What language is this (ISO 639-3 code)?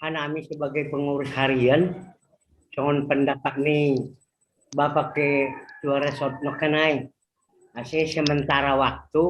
bts